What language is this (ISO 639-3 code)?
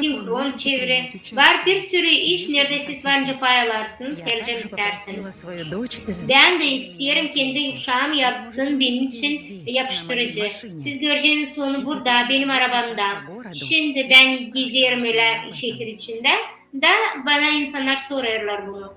gag